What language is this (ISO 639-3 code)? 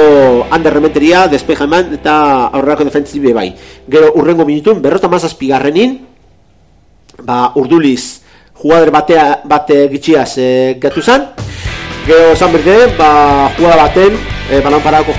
eus